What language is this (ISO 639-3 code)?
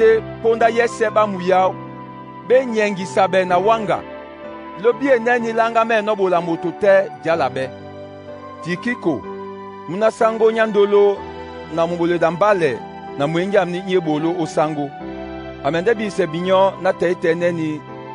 dua